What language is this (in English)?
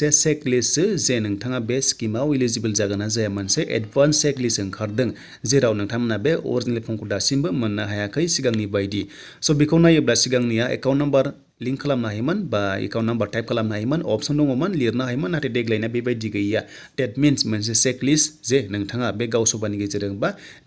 Bodo